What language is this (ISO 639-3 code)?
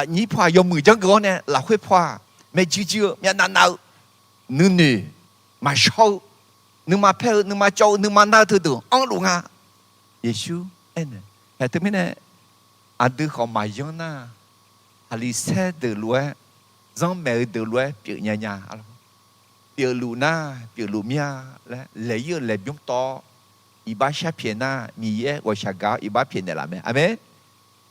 ahk